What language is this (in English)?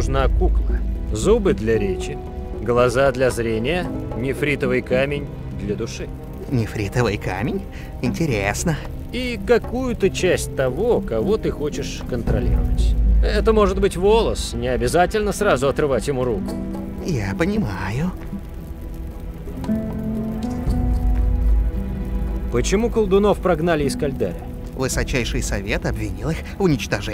Russian